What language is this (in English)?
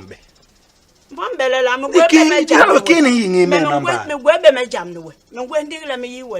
Basaa